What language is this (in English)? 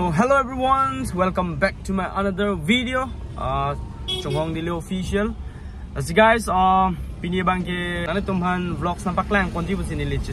Karbi